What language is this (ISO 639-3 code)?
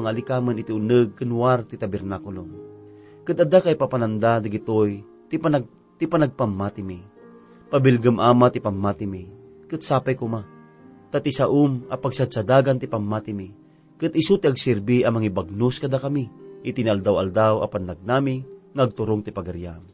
ilo